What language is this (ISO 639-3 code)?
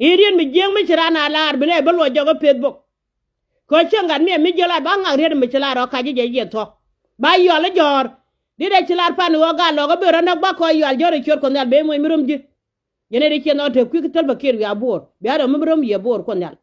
nus